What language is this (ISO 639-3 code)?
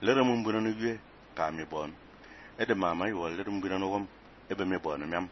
fan